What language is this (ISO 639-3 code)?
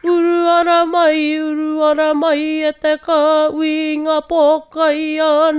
mri